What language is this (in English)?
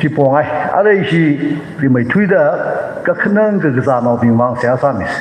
Tangkhul Naga (India)